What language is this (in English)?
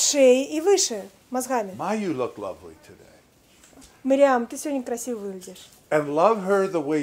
Russian